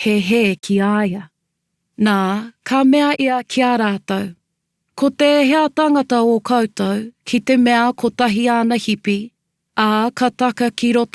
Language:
Māori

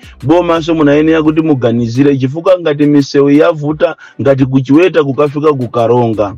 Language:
Nyanja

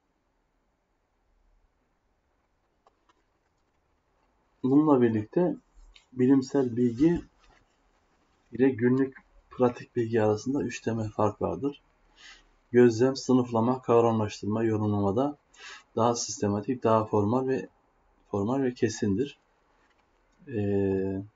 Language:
Turkish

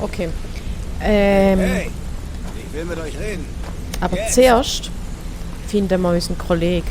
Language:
Swiss German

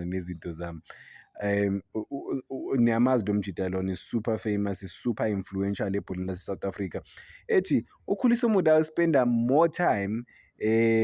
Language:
Zulu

